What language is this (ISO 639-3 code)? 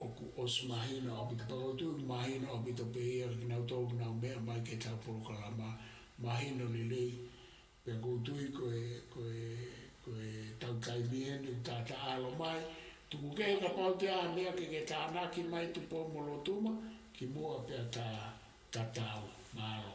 ton